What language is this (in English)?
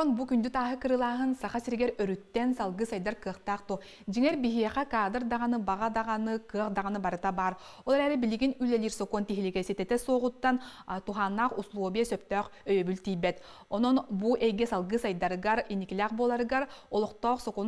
Yakut